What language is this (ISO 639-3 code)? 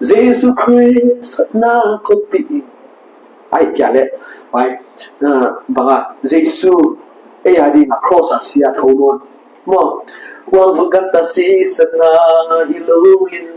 pck